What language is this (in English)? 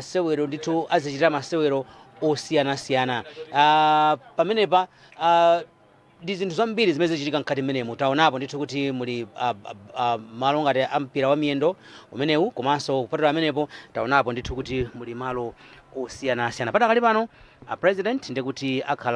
Nyanja